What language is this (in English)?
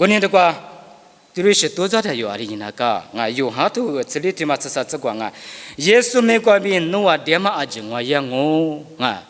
Lisu